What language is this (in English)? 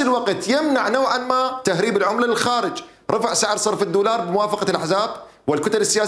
Mesopotamian Arabic